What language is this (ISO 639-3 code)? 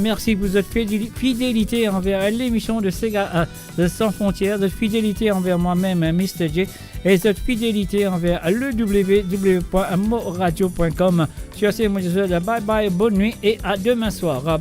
mfe